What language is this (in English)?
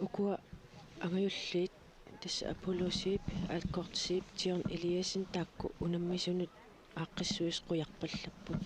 Kalaallisut